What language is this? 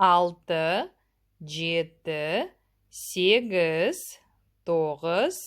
Kazakh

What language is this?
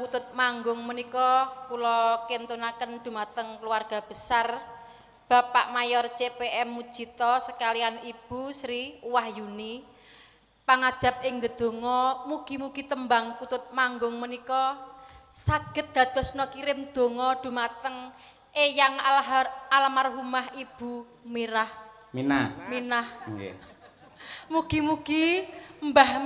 Javanese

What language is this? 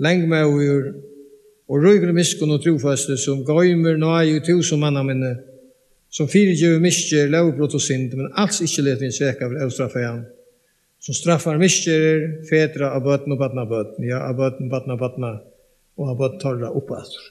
Faroese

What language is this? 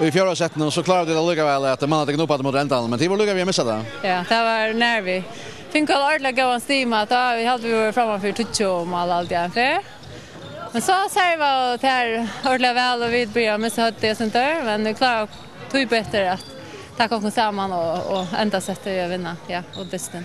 Faroese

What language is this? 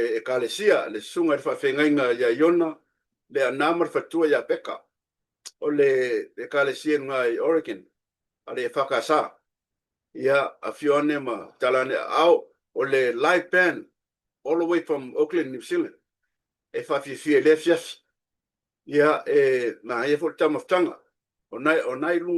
Samoan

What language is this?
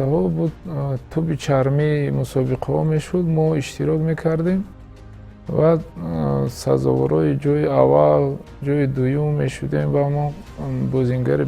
Tajik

